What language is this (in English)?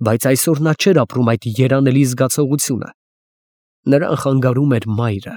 Armenian